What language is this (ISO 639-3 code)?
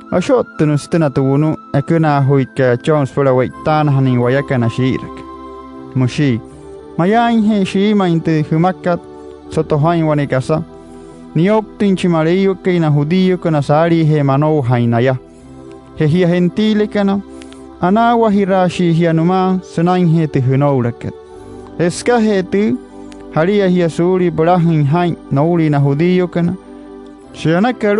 guc